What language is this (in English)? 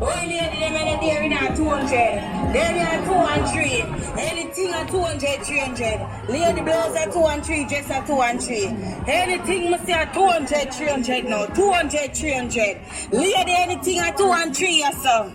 Jamaican Creole English